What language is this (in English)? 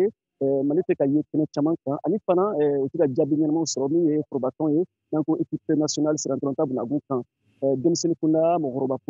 Bambara